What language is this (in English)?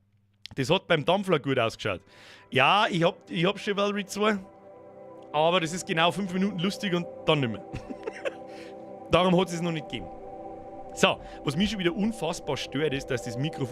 Bavarian